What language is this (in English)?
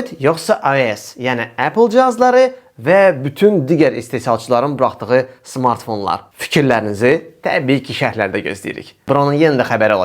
Azerbaijani